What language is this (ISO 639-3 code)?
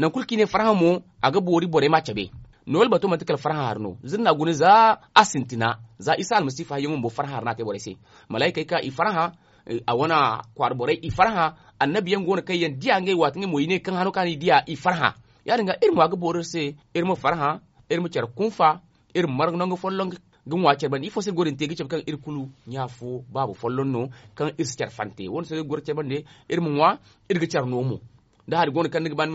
dje